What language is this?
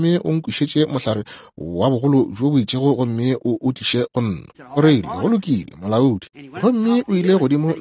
Northern Sotho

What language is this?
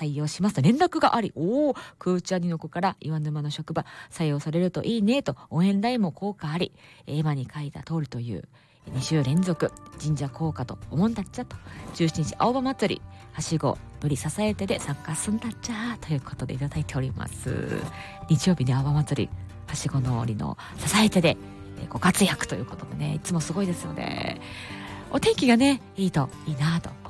Japanese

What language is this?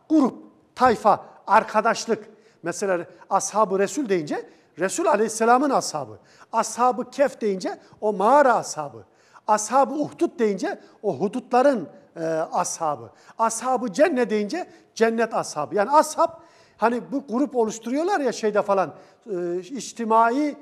Turkish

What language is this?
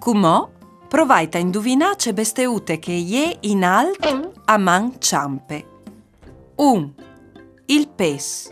Friulian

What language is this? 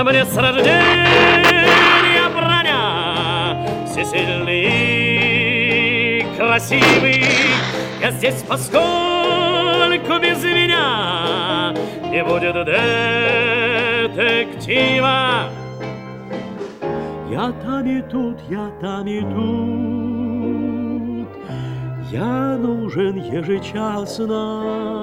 Russian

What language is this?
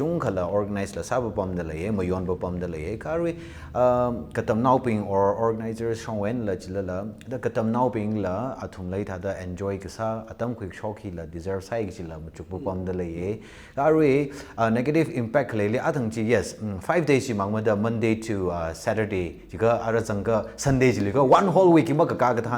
Tangkhul Naga (India)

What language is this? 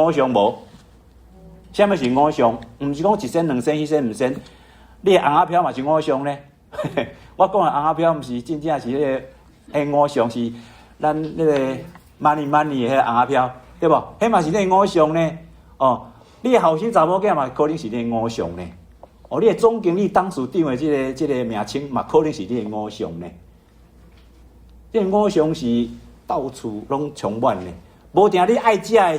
Min Nan Chinese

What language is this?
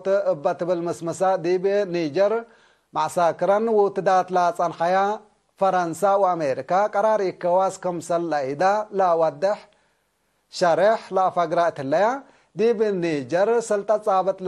Tigre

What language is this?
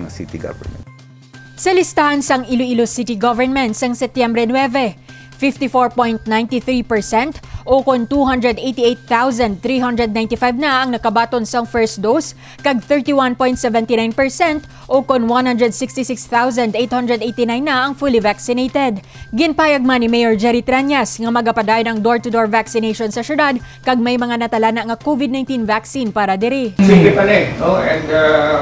Hiligaynon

